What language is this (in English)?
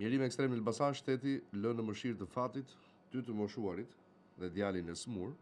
Albanian